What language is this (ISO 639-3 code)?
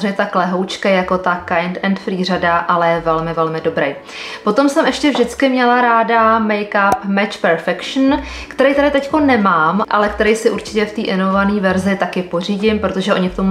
ces